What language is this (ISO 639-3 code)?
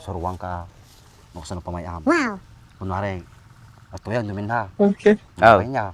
ilo